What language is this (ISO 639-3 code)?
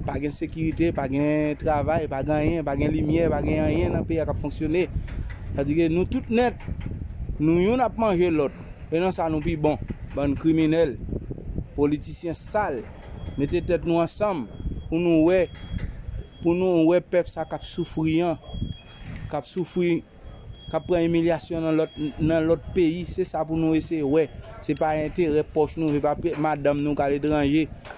hat